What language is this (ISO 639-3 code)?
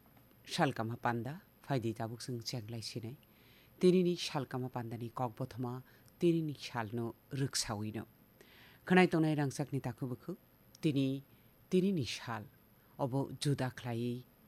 trp